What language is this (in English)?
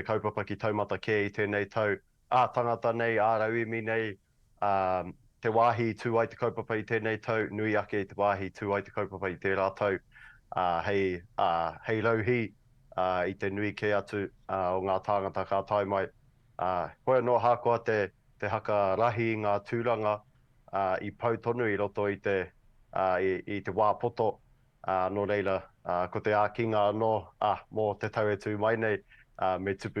Māori